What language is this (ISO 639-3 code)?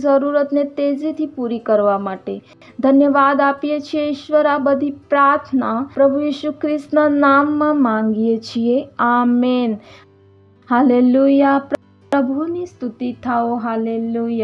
guj